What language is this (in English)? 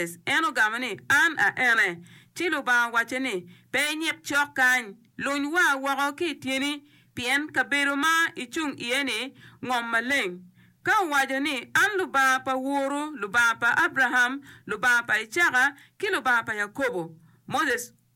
Acoli